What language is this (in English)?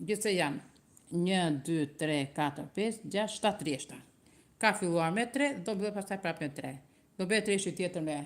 Albanian